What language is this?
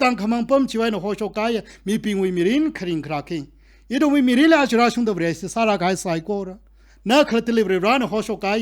Tangkhul Naga (India)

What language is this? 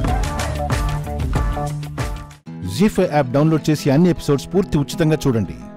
Telugu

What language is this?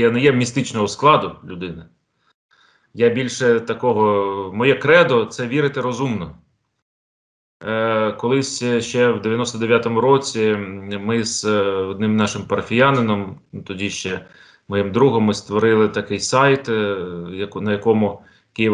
Ukrainian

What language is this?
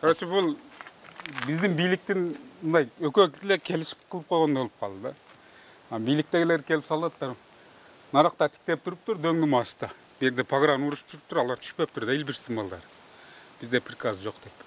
Kyrgyz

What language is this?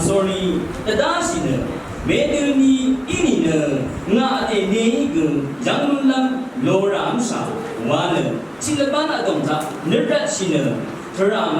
Rawang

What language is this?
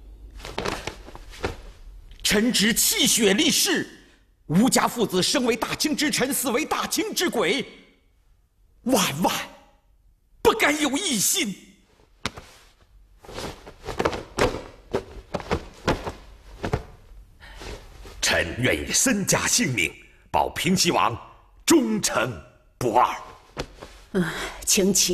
Chinese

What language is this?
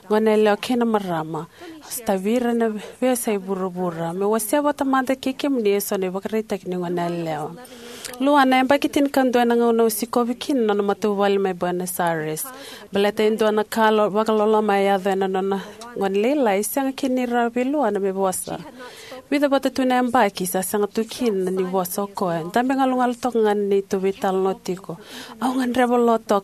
Fijian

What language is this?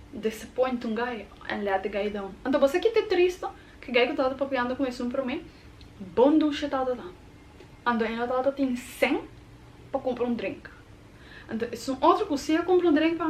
Papiamento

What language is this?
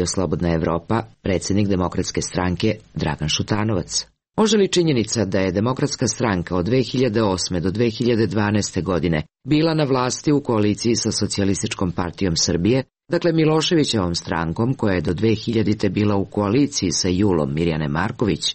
Serbian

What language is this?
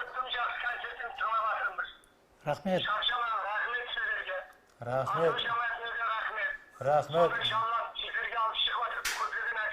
Kara-Kalpak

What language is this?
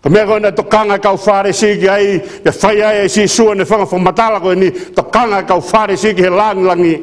Tongan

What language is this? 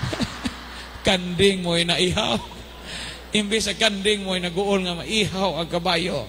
Cebuano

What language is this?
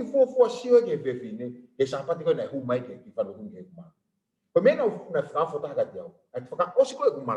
Tongan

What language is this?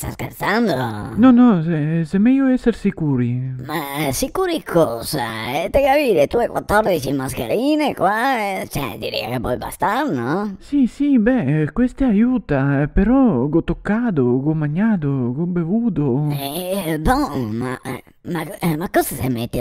Venetian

